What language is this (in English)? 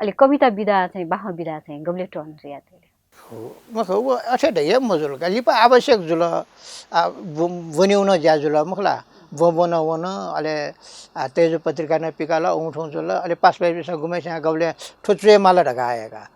Newari